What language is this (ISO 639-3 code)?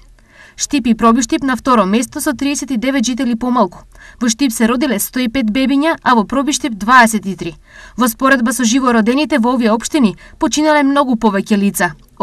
mkd